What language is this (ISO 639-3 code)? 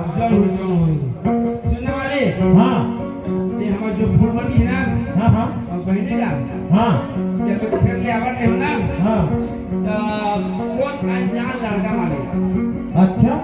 hne